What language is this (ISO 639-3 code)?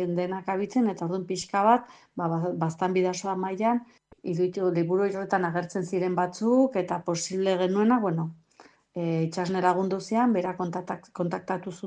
eus